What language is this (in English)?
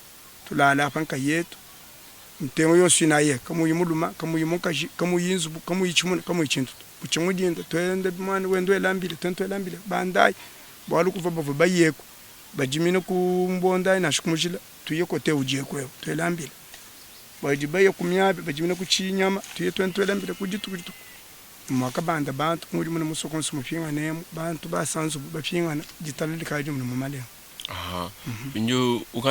Luba-Lulua